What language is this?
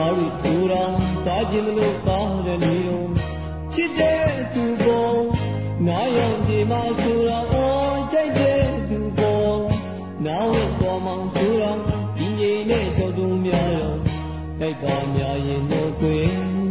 Burmese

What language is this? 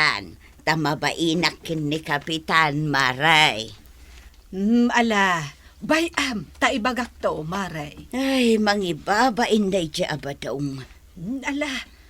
Iloko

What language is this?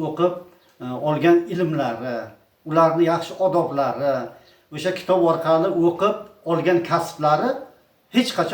Uzbek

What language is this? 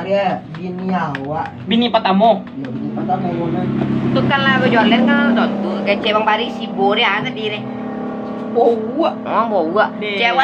Minangkabau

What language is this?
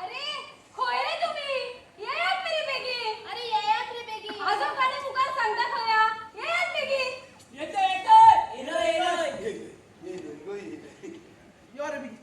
Konkani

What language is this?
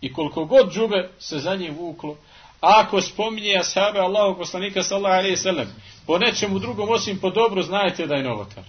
Bosnian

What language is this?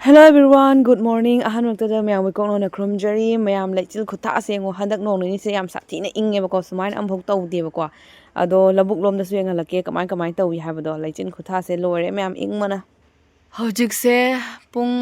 Manipuri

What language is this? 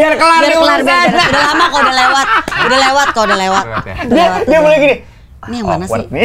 Indonesian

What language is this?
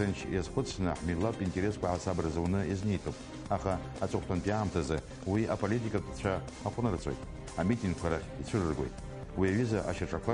Abkhazian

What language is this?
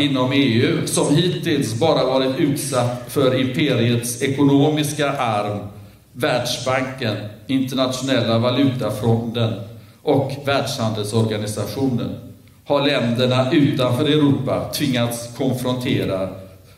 Swedish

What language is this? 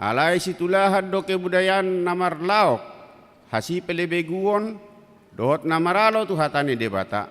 Batak Toba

